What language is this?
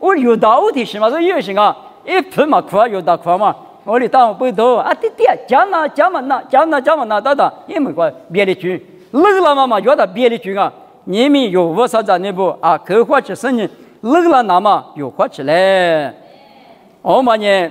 Lisu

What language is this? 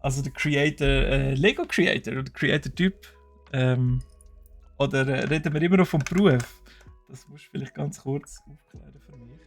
Swiss German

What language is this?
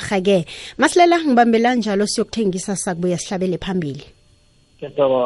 South Ndebele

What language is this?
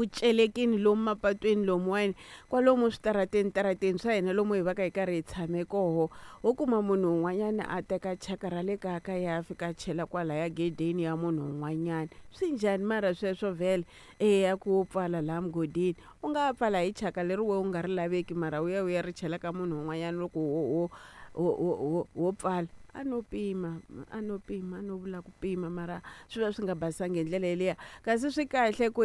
Tsonga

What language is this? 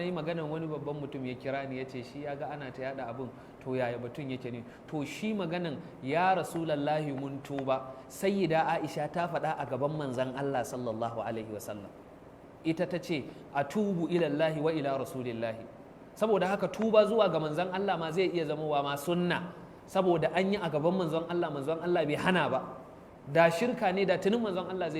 Hausa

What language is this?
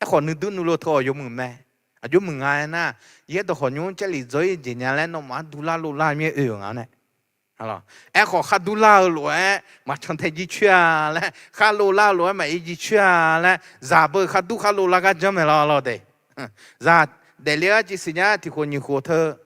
Akha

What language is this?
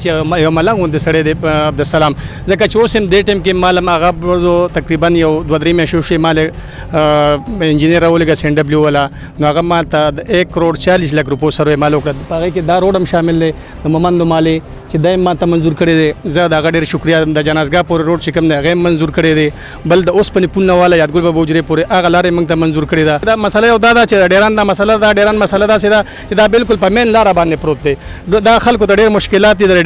Pashto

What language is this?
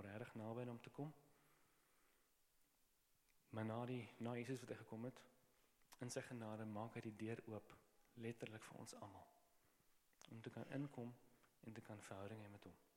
Afrikaans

